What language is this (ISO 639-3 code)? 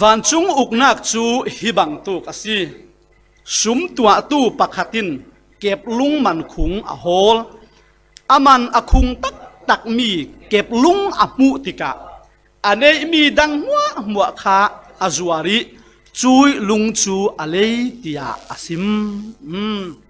cfm